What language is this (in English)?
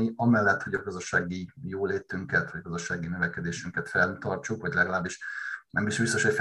Hungarian